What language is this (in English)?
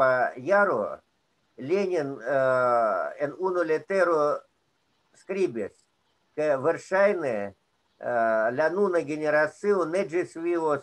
Esperanto